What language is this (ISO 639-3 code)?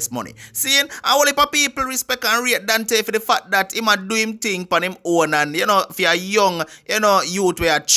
jam